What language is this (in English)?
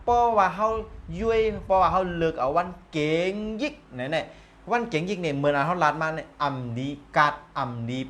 Shan